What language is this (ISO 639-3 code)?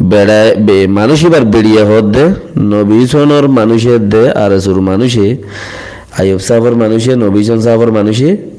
rhg